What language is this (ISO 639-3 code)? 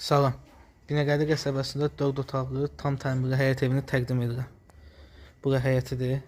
aze